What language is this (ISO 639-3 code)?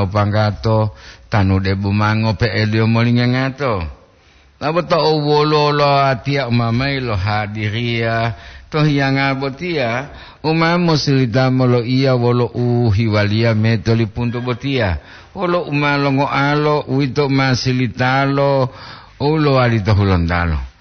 gor